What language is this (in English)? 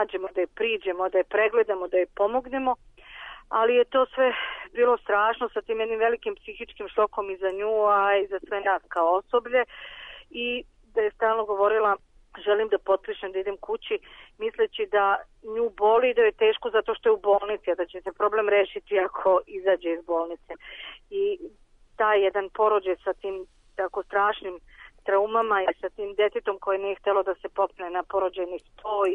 Serbian